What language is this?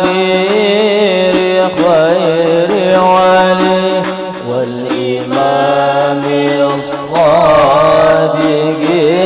Banjar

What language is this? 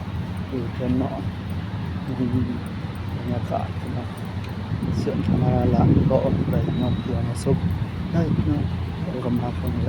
Northeastern Thai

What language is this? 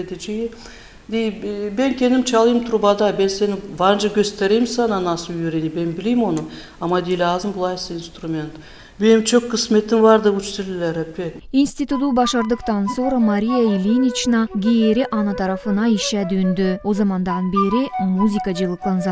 Gagauz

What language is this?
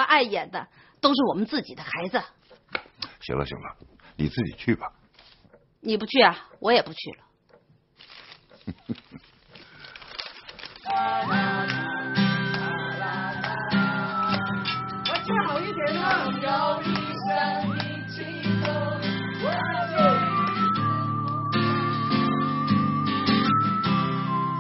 Chinese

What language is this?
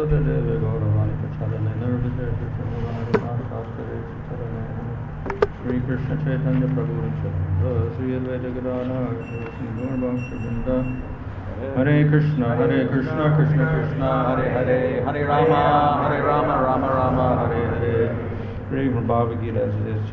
Tamil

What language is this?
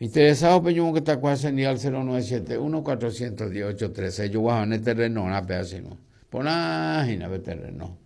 Guarani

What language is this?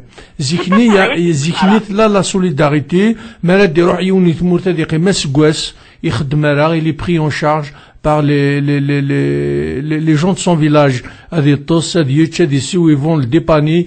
Kabyle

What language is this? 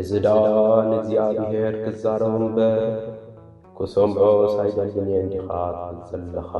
Tigrinya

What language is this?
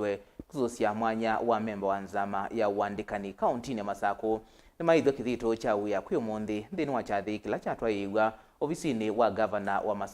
Kamba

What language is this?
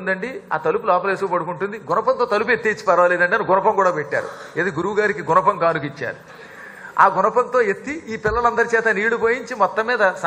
Telugu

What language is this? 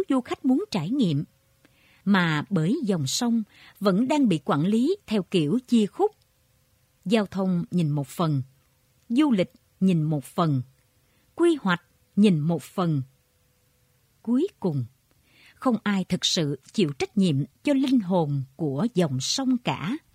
Vietnamese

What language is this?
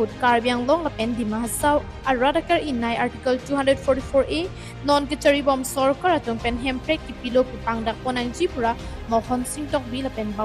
Karbi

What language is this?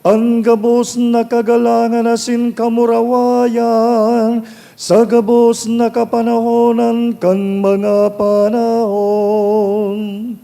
Bikol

